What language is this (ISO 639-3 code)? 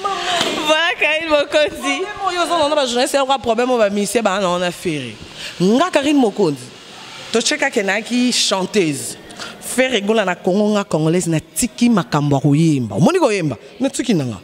lin